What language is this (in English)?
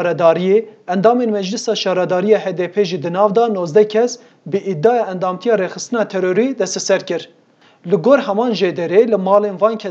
Kurdish